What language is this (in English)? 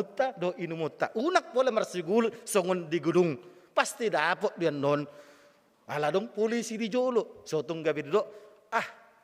Batak Toba